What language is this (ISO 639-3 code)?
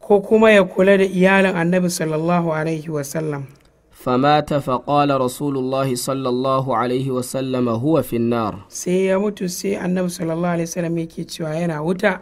hau